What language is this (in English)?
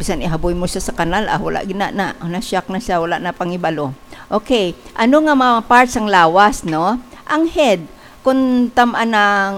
Hiligaynon